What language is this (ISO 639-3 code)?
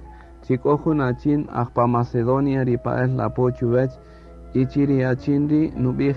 cak